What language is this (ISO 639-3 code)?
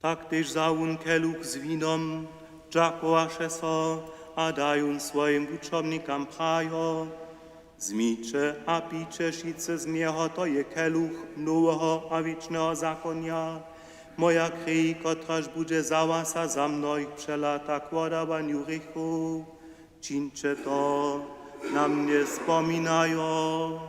hsb